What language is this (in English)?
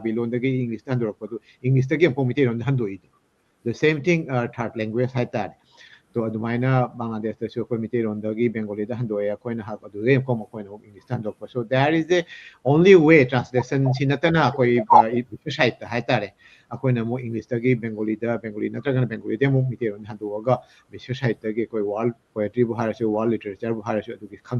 Manipuri